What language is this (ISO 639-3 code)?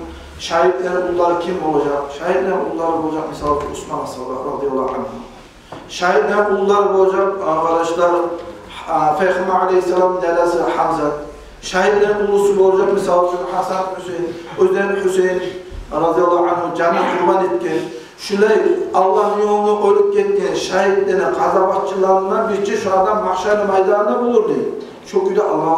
kum